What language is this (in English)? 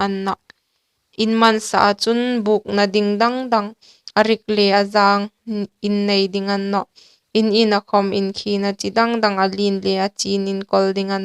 Hmar